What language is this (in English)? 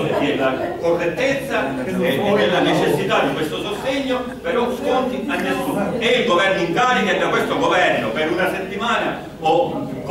Italian